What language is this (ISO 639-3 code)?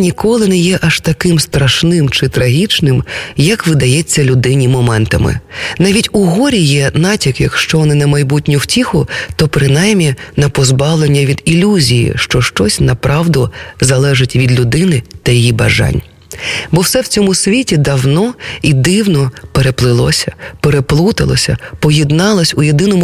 ukr